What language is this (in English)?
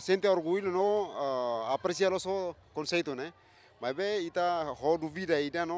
Tetum